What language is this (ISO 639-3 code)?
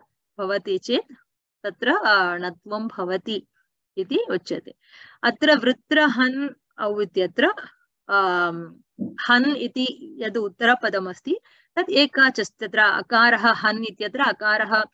san